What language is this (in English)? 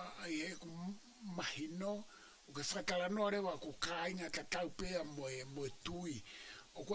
Tongan